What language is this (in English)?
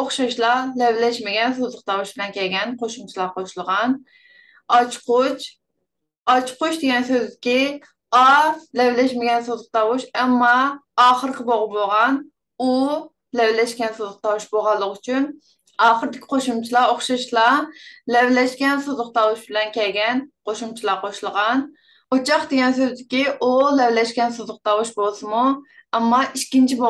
Uyghur